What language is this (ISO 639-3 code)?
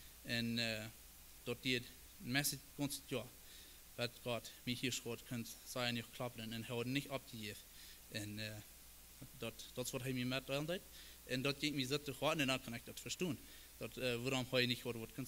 pdt